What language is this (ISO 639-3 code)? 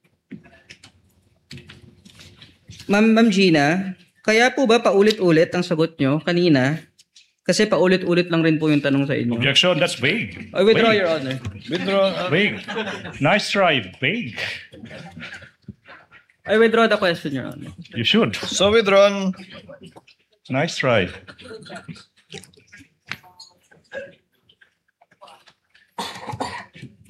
fil